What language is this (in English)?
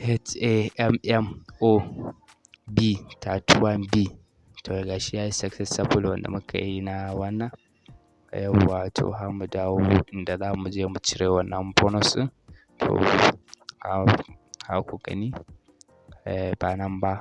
Hausa